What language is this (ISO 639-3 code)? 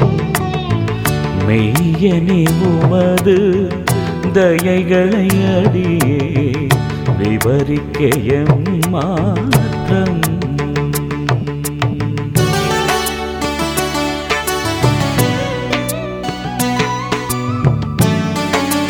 tam